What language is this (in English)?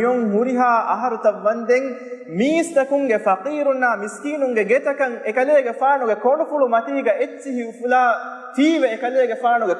Divehi